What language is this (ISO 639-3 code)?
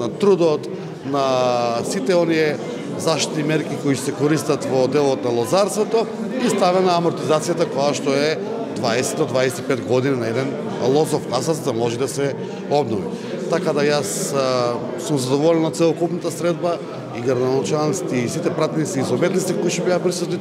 mkd